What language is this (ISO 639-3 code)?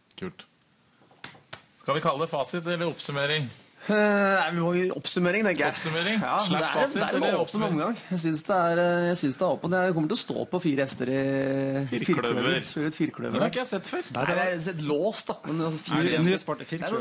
nor